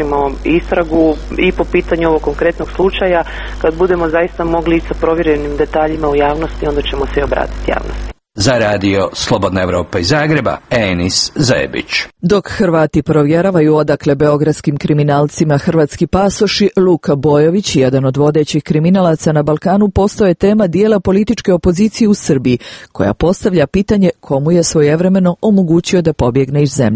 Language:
Croatian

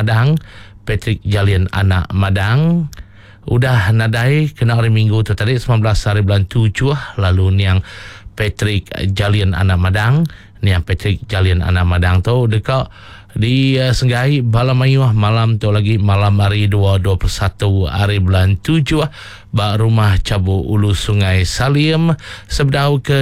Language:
Iban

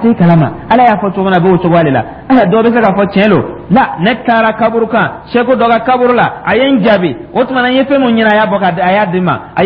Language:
Dyula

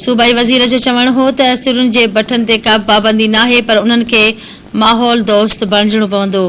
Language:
Sindhi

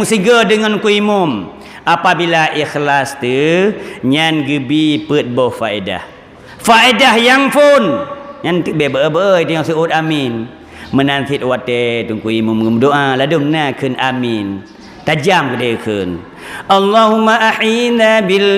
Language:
Achinese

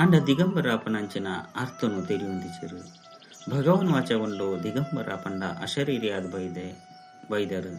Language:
Tulu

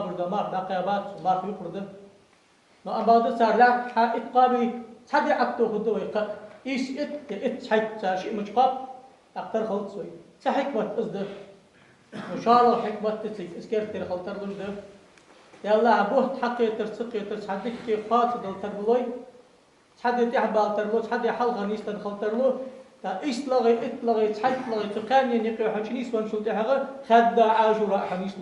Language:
Ingush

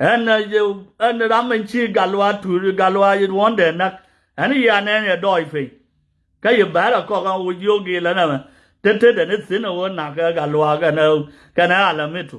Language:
Nuer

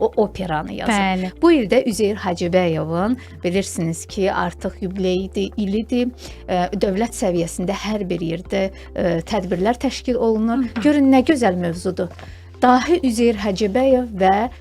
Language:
Azerbaijani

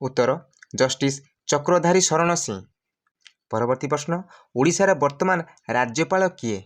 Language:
Odia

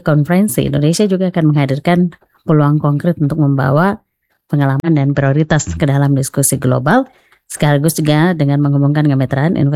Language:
Indonesian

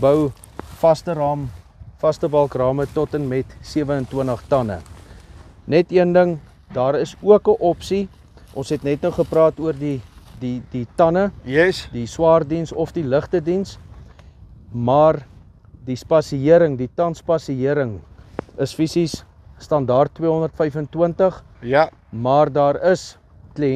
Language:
Afrikaans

